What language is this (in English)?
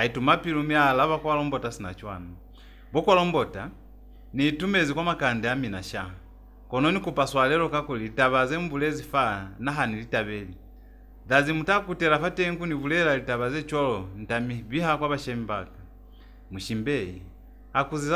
Lozi